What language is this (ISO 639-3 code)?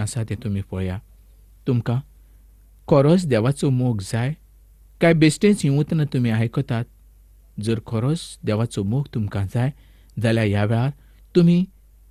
kok